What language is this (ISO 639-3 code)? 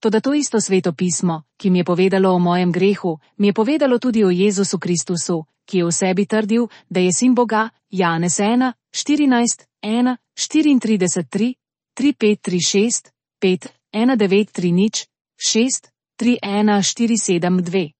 slv